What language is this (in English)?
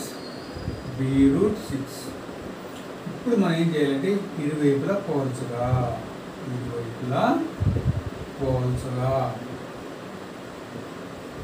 Telugu